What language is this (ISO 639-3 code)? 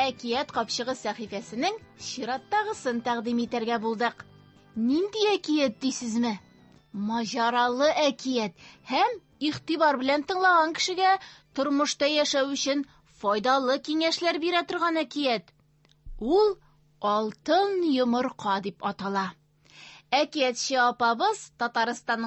tat